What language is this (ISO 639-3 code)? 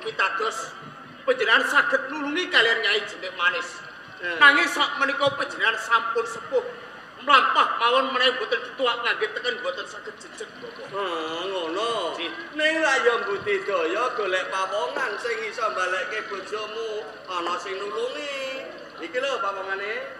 jav